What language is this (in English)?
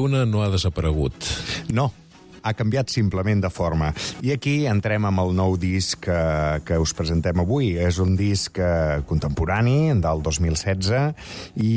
Catalan